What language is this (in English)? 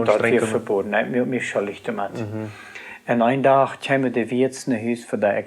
Plautdietsch